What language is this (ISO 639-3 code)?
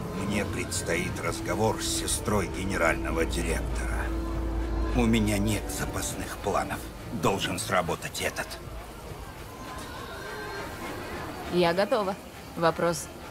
rus